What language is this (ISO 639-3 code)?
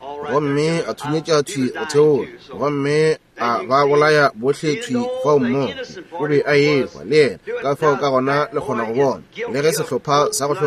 nso